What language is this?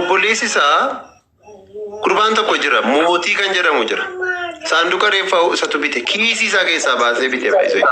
Oromo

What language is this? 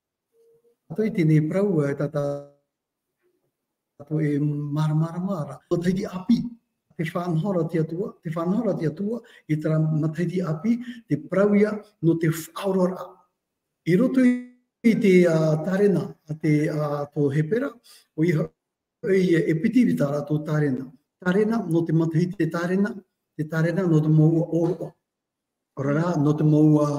Tahitian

